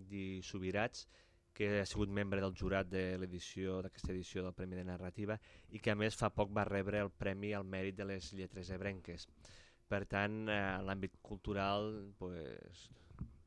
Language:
Catalan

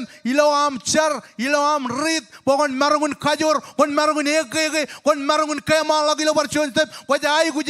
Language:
Marshallese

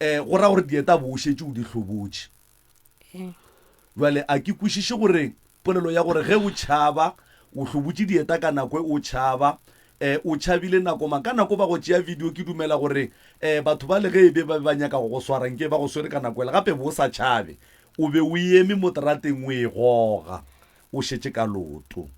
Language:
Northern Sotho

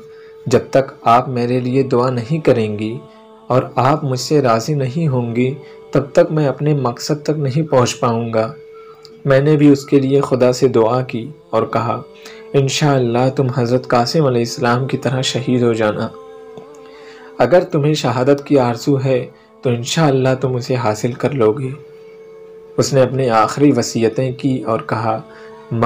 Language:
Urdu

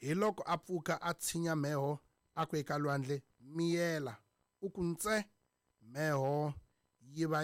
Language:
Tsonga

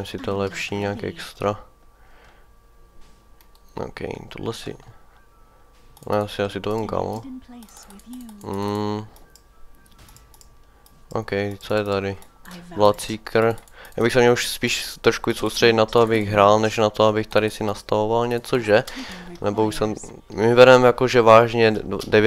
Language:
Czech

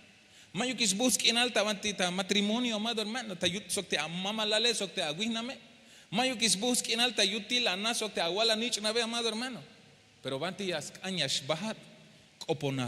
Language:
Tzeltal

